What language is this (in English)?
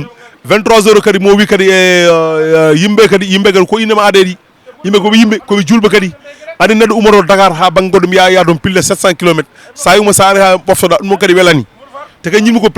Fula